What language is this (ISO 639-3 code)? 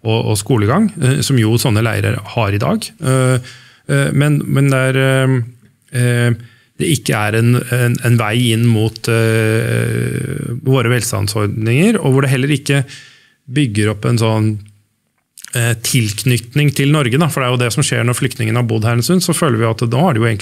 nor